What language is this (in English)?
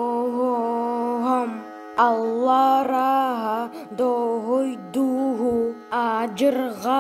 Yakut